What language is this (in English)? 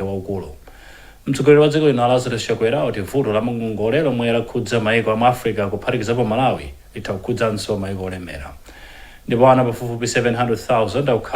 Nyanja